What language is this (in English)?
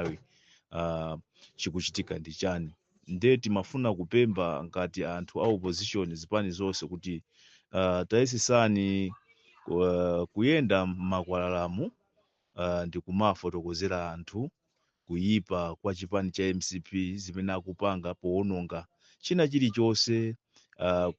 Nyanja